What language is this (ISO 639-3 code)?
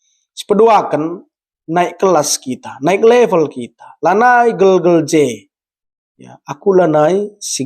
btx